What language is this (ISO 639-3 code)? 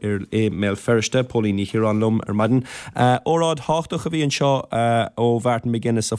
gle